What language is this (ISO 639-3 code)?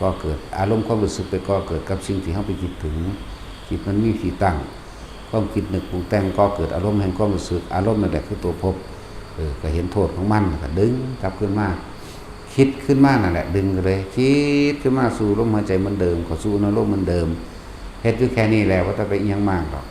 tts